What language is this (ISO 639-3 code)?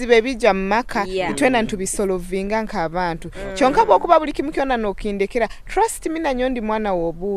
nyo